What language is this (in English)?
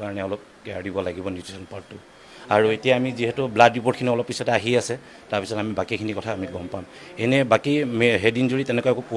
Assamese